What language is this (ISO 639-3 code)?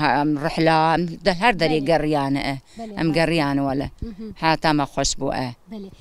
kur